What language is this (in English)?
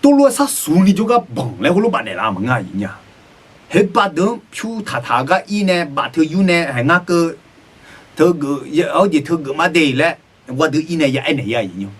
Akha